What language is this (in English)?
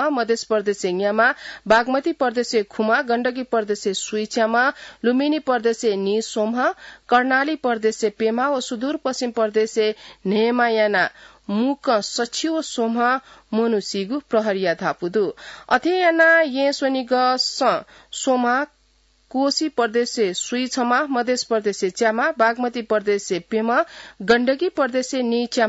Newari